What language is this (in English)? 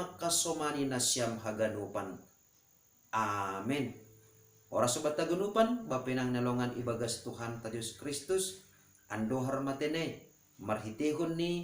Batak Simalungun